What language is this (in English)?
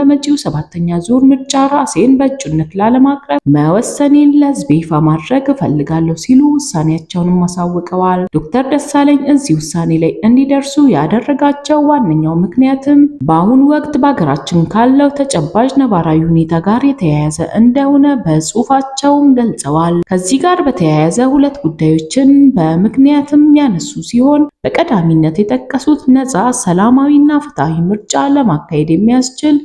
Amharic